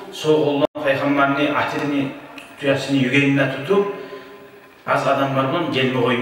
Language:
Kumyk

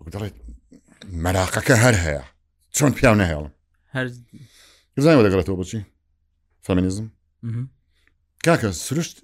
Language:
Central Kurdish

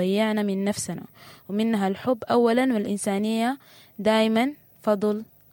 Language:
Sudanese Arabic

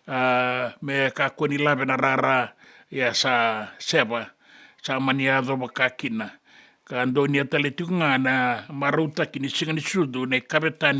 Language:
Fijian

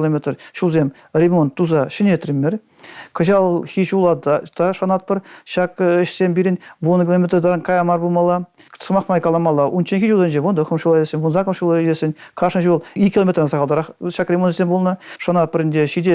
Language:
Chuvash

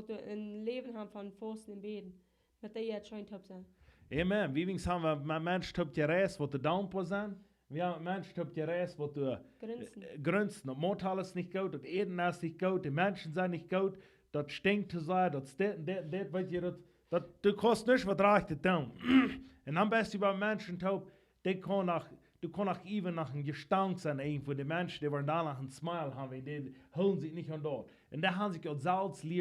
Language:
Plautdietsch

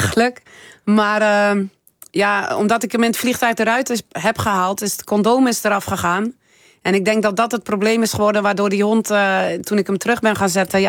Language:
Dutch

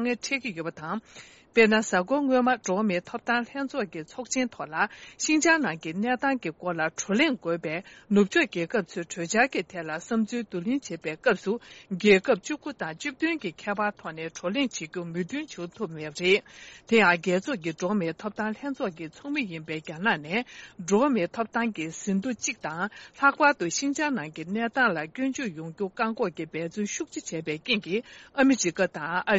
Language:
Tibetan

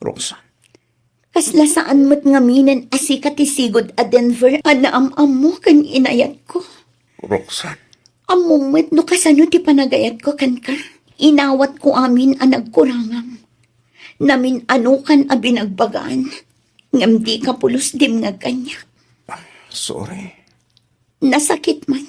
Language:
Iloko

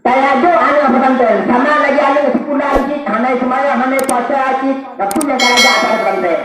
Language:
Achinese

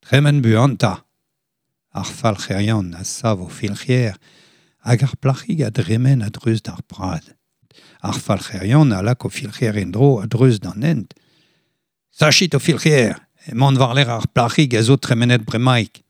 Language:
Breton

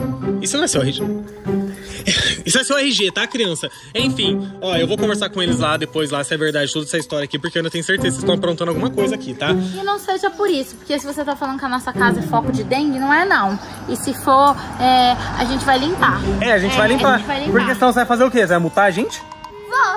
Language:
Portuguese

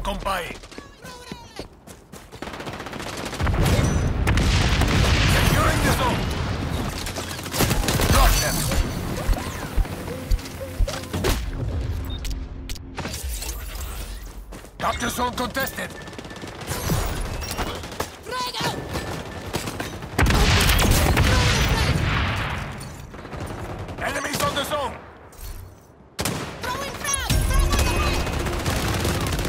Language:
English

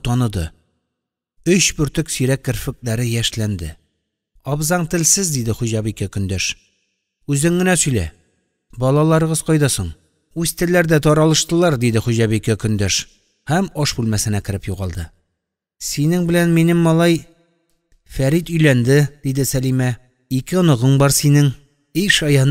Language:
Tatar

